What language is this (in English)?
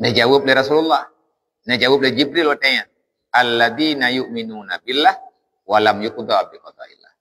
Achinese